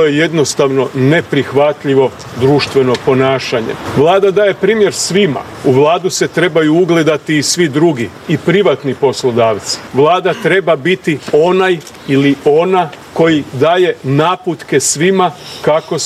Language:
Croatian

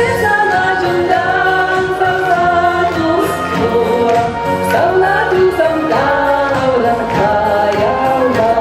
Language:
Chuvash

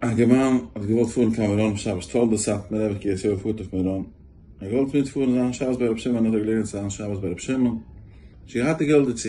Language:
Yiddish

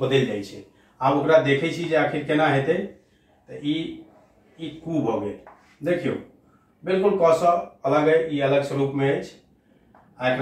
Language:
Maithili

